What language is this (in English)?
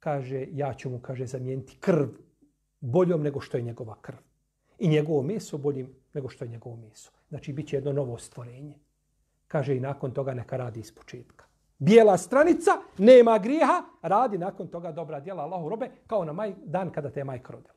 Bosnian